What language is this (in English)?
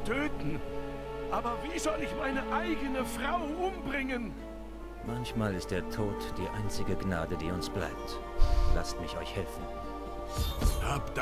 German